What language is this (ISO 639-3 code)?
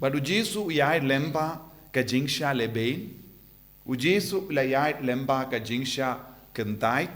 kha